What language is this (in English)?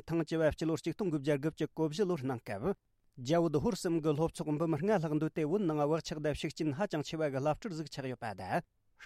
Tibetan